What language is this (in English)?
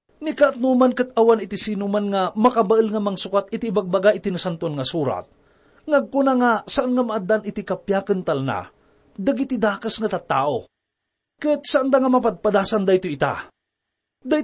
Iloko